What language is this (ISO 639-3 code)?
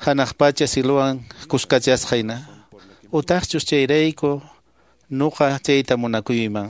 que